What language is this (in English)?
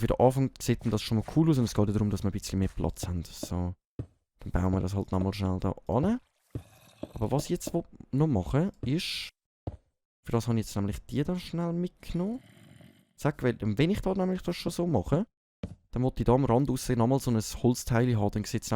Swiss German